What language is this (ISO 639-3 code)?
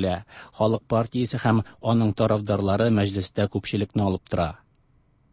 tat